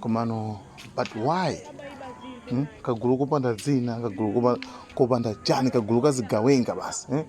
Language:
Nyanja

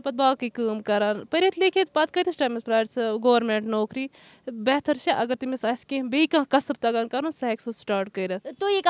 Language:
Kashmiri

